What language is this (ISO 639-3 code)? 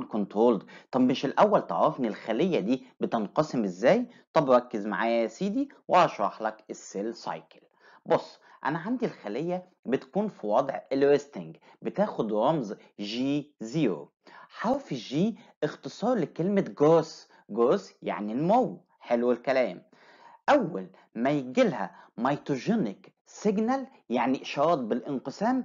arz